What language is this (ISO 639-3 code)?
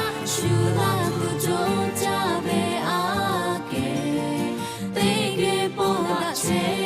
lhu